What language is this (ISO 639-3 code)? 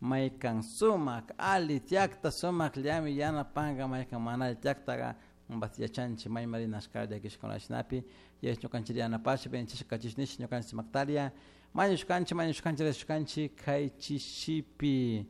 qug